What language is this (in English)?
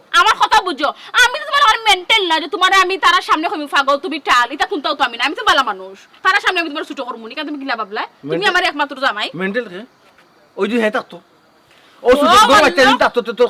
Sylheti